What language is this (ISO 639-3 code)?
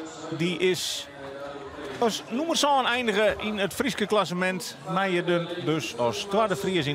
fry